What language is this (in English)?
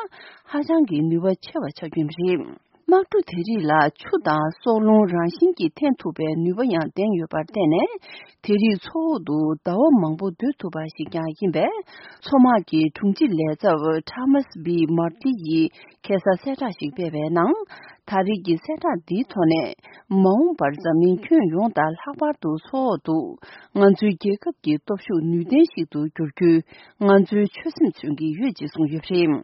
Tibetan